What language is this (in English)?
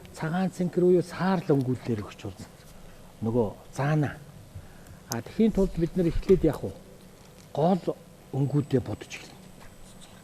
Mongolian